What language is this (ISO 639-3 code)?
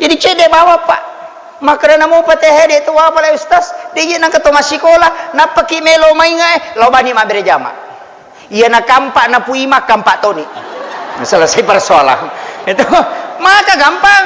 bug